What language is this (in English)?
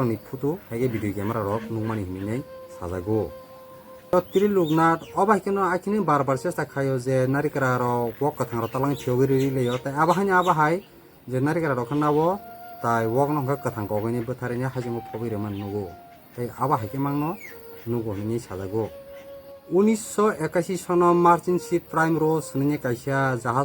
Kok Borok